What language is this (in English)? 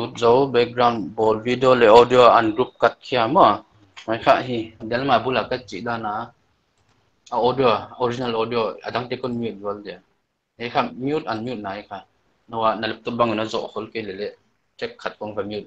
Paite Chin